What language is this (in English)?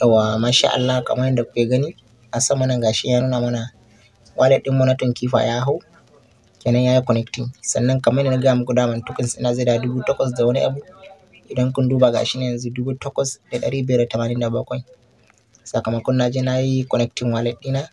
Hausa